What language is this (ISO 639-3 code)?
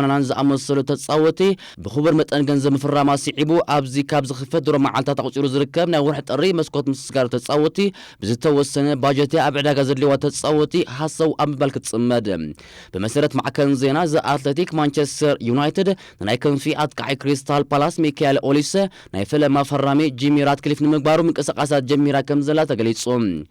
tir